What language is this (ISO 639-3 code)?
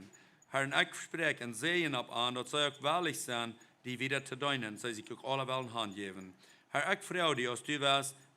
pdt